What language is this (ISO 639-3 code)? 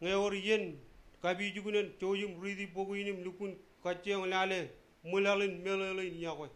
mah